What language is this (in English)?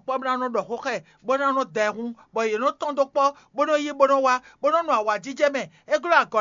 Fon